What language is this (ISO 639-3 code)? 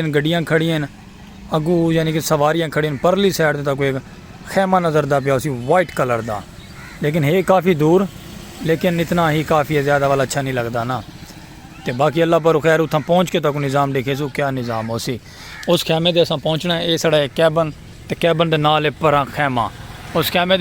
skr